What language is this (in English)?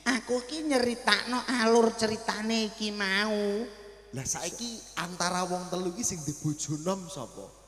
Javanese